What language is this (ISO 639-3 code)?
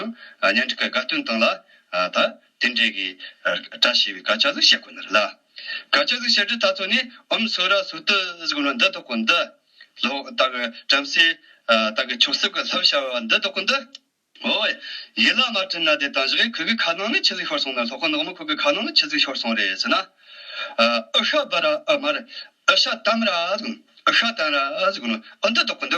bod